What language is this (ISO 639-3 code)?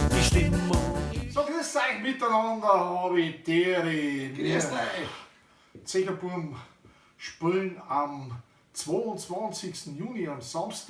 bar